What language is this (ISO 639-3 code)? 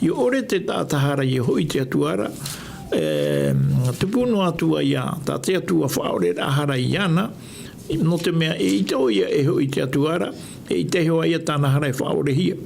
tah